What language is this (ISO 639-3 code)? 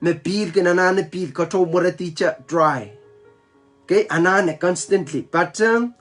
pon